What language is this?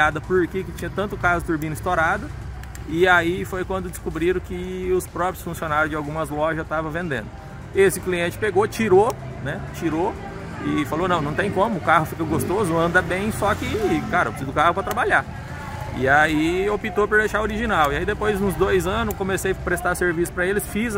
Portuguese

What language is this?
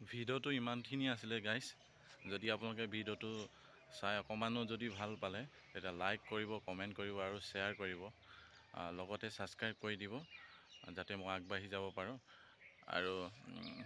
Assamese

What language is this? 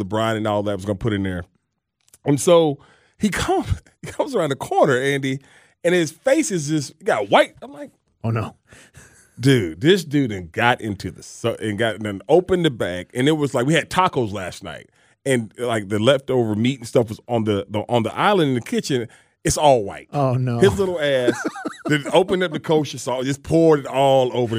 English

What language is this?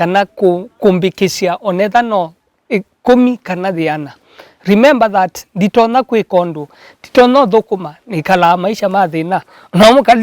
Kamba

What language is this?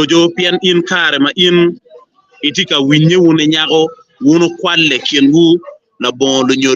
Acoli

